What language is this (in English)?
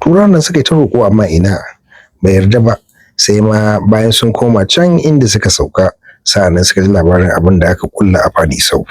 Hausa